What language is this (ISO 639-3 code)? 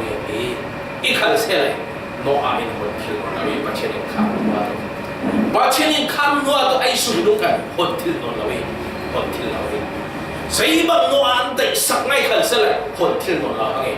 cfm